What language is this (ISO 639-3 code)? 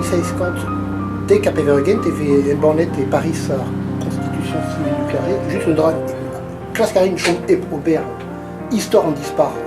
bre